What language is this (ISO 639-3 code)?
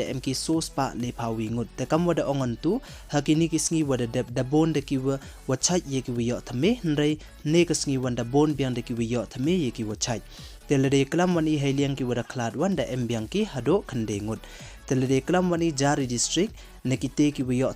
pbv